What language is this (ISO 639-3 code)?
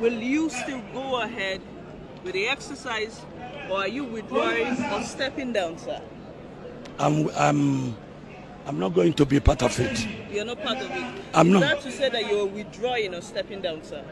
pcm